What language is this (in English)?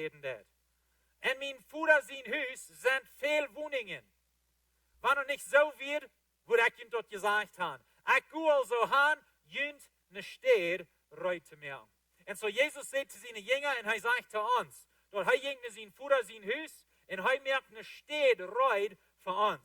Plautdietsch